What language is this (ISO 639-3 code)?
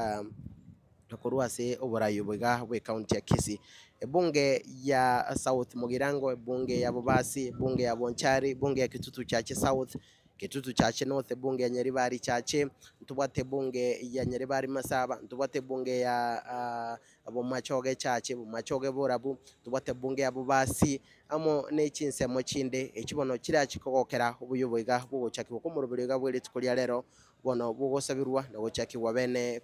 guz